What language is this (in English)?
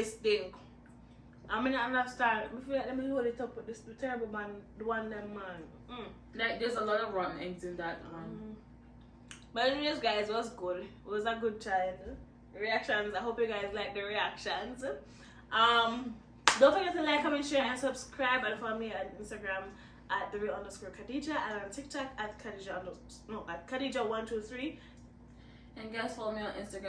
Jamaican Creole English